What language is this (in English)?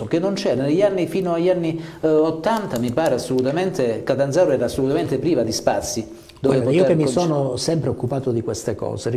Italian